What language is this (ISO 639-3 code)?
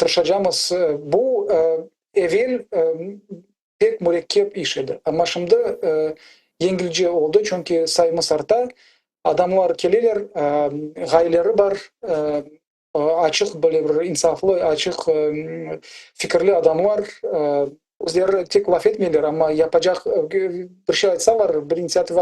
crh